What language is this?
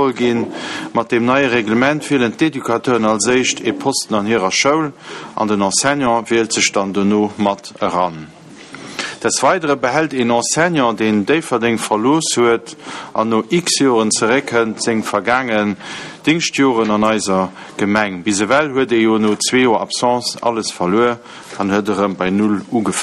Luxembourgish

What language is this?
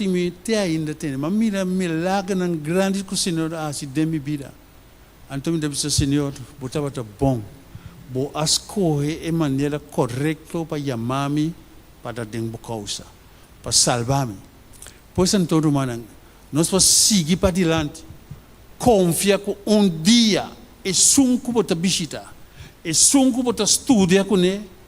Papiamento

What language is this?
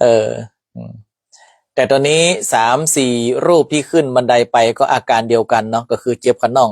Northern Thai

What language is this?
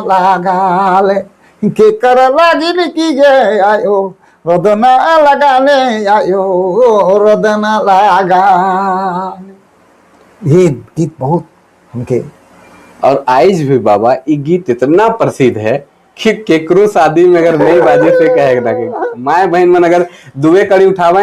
Sadri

